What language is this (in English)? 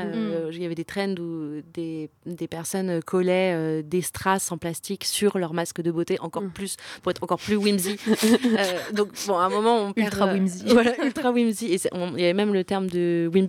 French